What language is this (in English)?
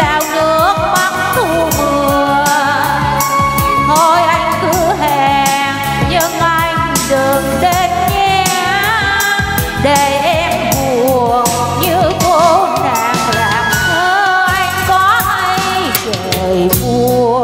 Vietnamese